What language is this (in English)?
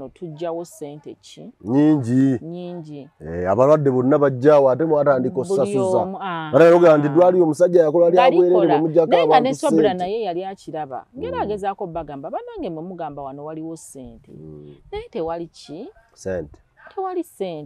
Ganda